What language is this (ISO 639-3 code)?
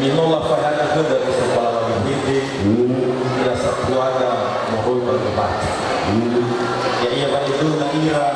nia